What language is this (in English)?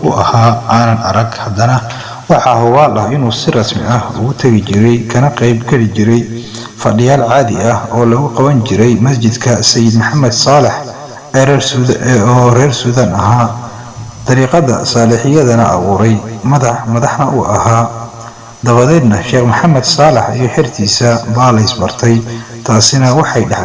Somali